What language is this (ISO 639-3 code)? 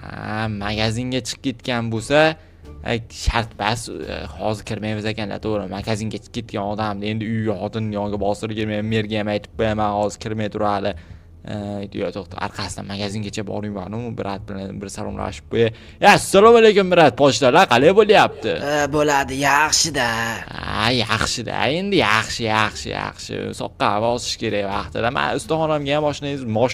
uzb